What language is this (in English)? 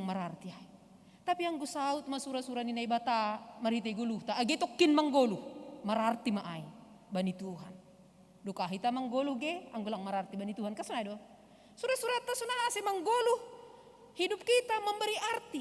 Batak Simalungun